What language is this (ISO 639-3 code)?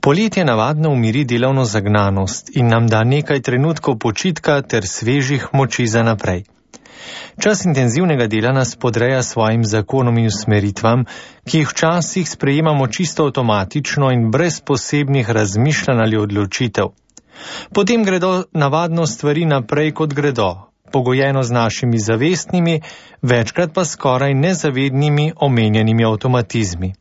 slv